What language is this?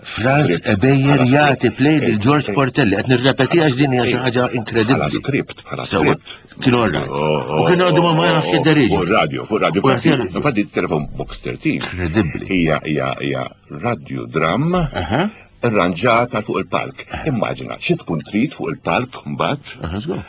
Maltese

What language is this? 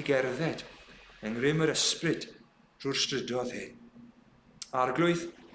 Welsh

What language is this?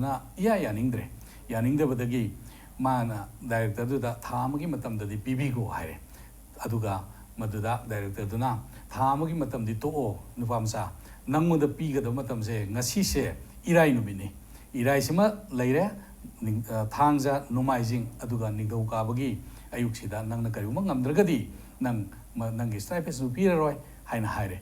Manipuri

